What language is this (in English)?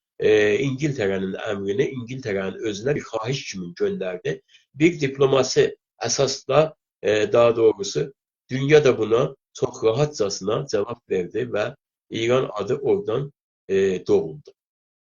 South Azerbaijani